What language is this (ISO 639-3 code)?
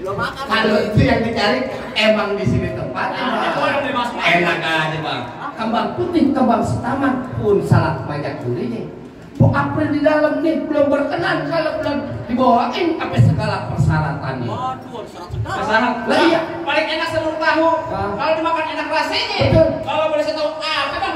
bew